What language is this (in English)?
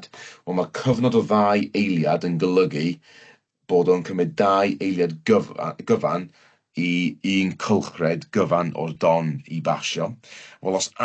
Welsh